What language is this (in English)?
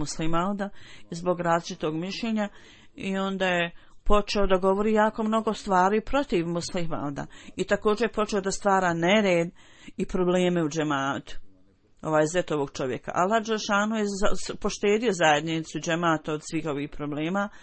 Bosnian